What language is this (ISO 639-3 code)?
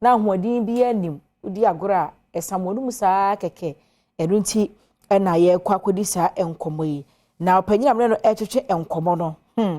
aka